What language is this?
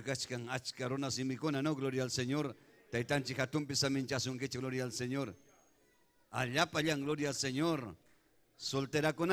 Ayacucho Quechua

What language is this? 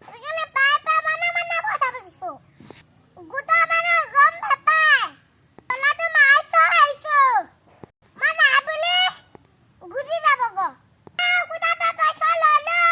Assamese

